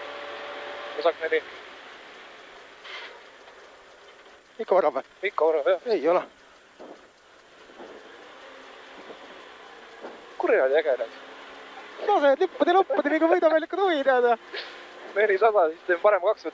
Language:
Estonian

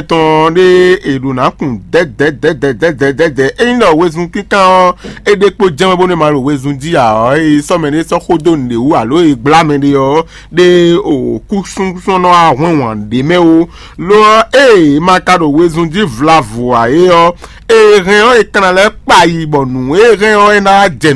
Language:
Fon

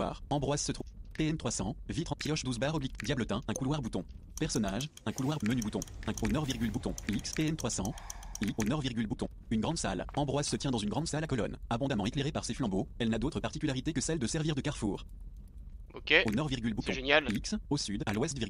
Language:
French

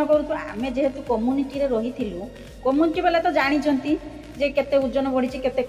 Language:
Odia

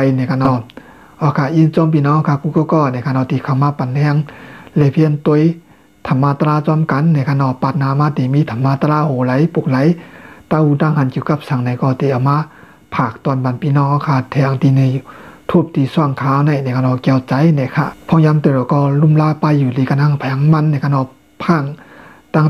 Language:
Shan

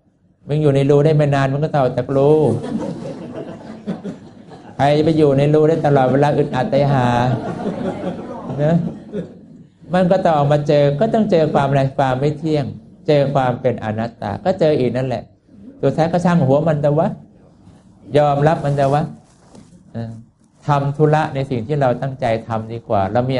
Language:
Thai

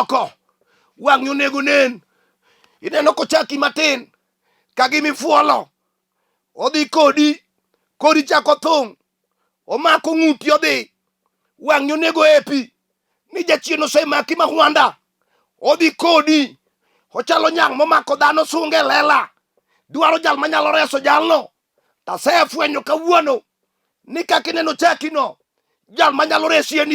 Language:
Luo (Kenya and Tanzania)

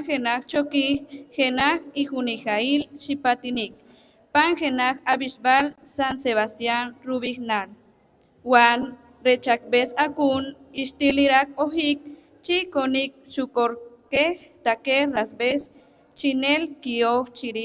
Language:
Poqomchi'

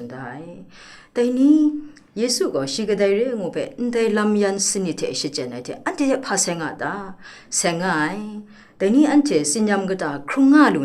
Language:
Kachin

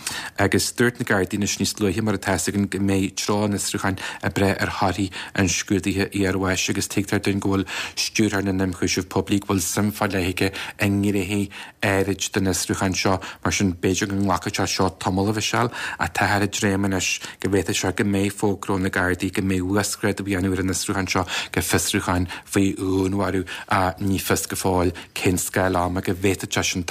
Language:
Irish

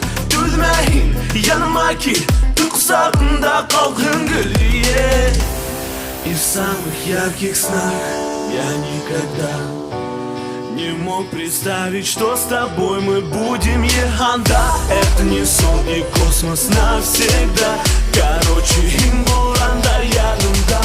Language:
Bashkir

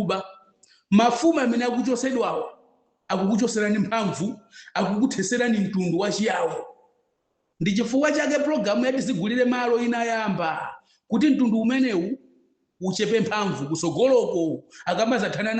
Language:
Nyanja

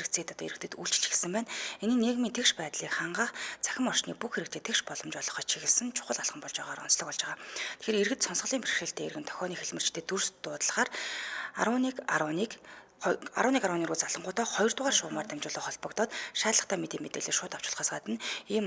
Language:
Mongolian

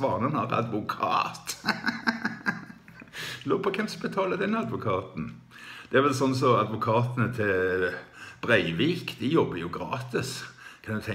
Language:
Norwegian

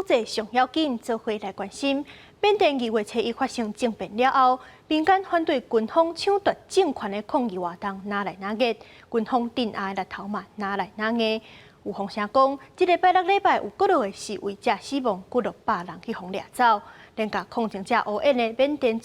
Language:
Min Nan Chinese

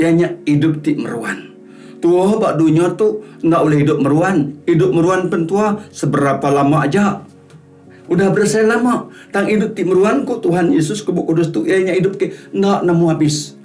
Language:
Iban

